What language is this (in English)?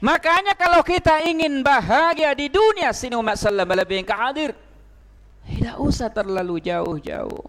Buginese